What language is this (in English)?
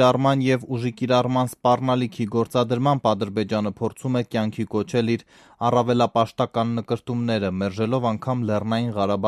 Armenian